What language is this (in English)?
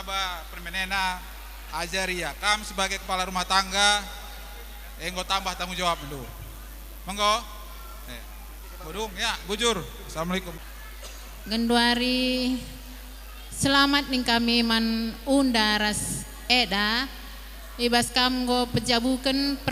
Batak Karo